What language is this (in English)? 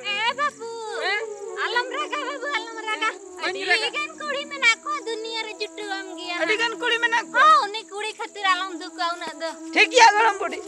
Santali